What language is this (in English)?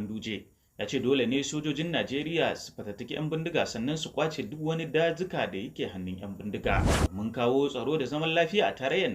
Hausa